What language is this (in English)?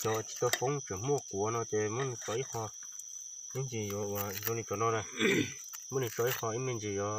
Hmong